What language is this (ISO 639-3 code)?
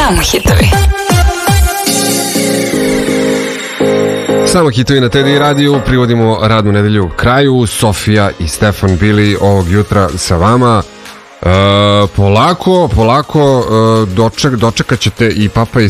srp